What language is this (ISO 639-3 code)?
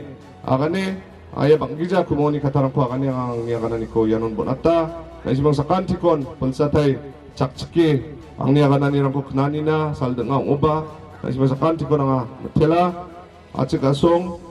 grt